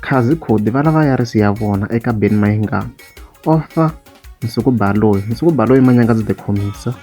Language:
Tsonga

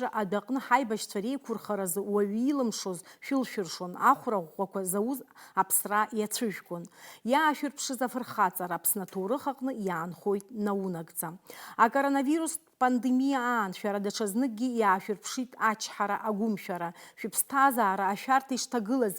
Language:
Abkhazian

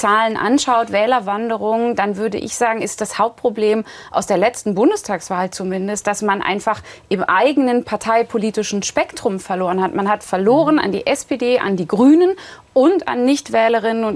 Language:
German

